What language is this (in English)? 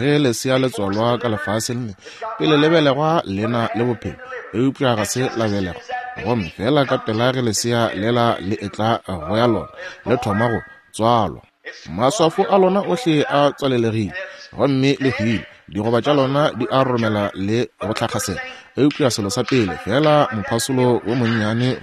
Northern Sotho